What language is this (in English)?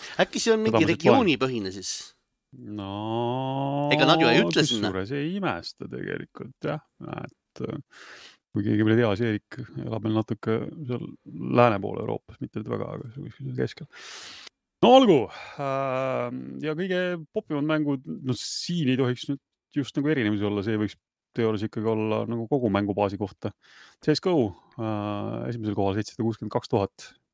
Estonian